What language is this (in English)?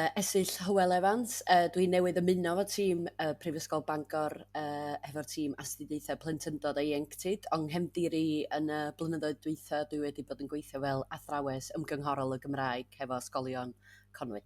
Welsh